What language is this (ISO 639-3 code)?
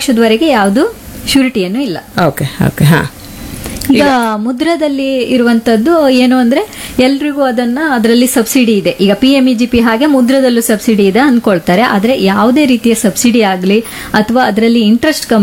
kan